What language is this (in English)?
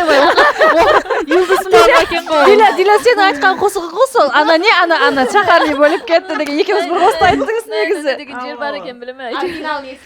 Kara-Kalpak